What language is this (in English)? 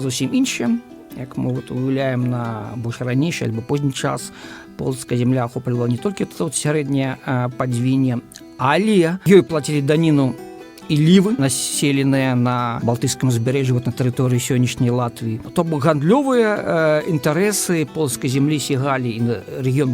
Belarusian